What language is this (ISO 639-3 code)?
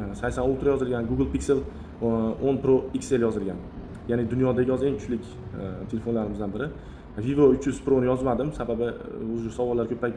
uzb